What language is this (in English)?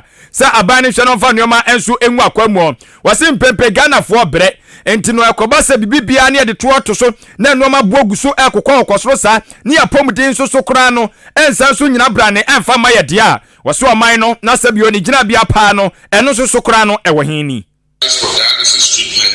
Akan